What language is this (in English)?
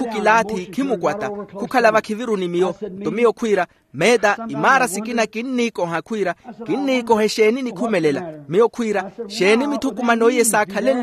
Makhuwa